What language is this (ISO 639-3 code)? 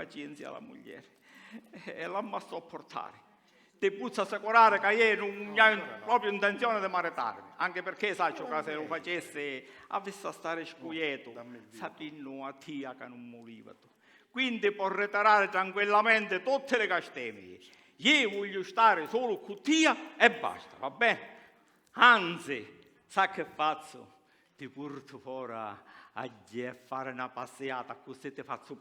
scn